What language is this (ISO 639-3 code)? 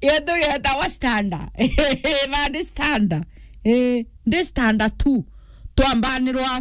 mer